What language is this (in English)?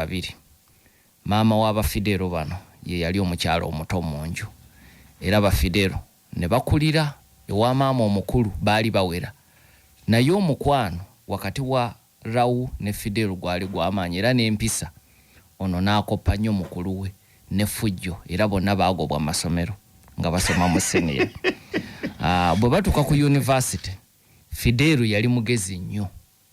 Ganda